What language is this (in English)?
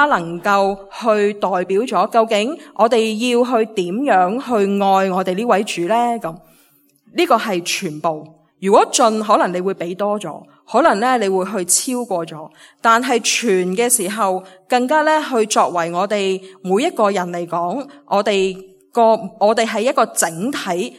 Cantonese